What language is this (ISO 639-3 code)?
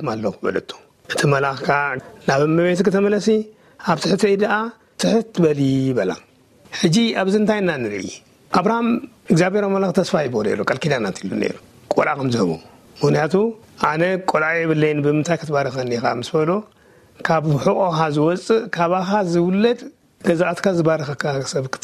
tir